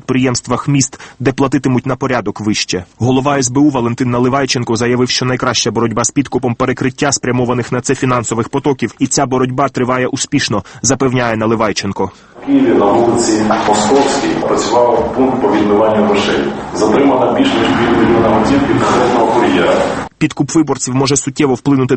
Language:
Ukrainian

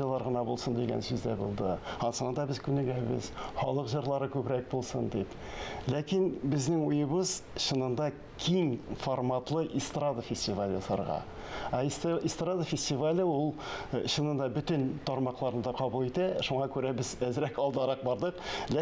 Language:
Tatar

